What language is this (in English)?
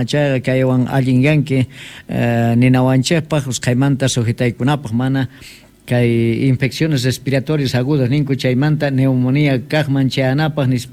South Bolivian Quechua